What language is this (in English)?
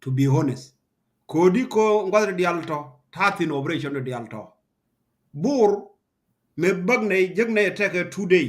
Nuer